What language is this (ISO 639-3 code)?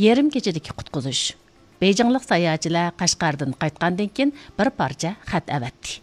uig